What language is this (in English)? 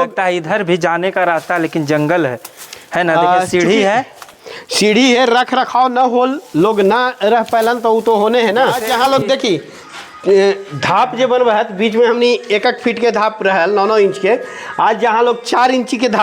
Magahi